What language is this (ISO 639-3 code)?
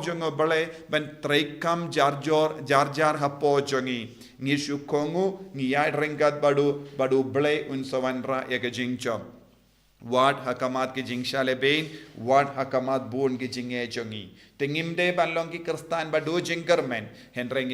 kha